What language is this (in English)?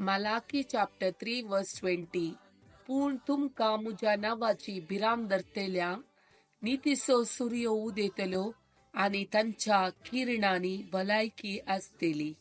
Konkani